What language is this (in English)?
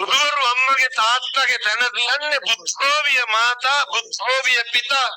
Sinhala